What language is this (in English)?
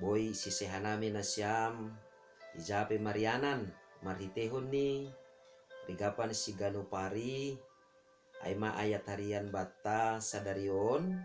Batak Simalungun